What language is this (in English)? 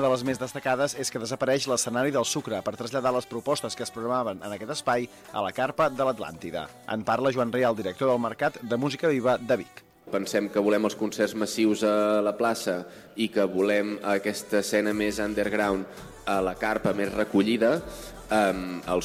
Catalan